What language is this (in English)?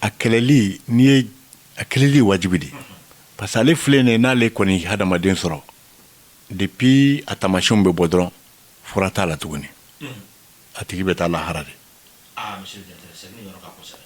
Bambara